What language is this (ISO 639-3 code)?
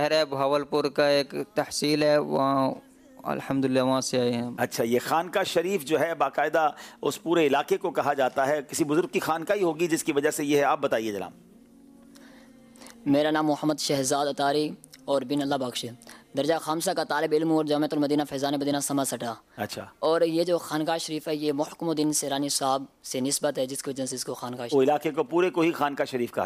urd